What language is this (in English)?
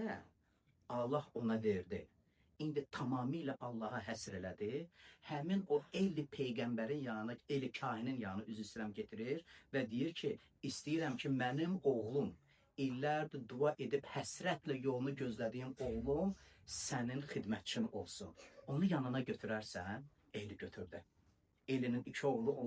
Azerbaijani